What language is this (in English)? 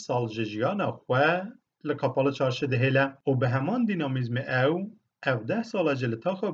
Kurdish